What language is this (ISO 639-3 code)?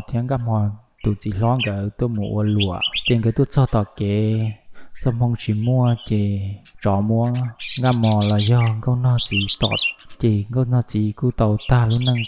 hmn